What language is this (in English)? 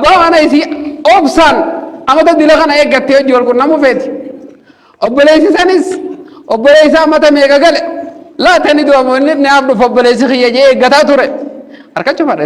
Oromo